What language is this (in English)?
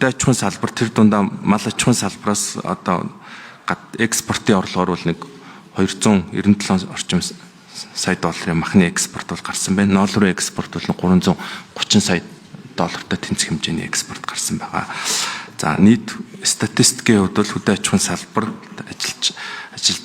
Mongolian